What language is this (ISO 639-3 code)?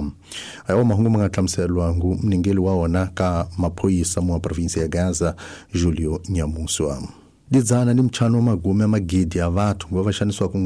tso